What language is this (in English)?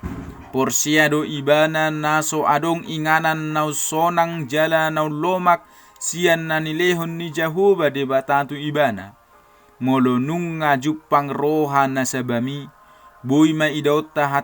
Batak Toba